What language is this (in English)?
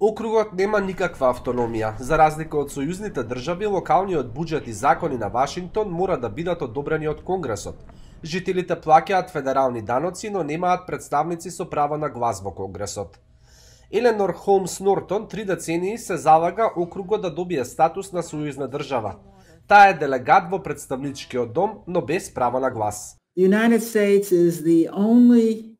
Macedonian